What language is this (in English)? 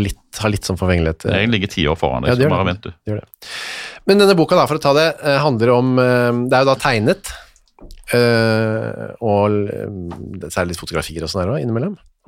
Norwegian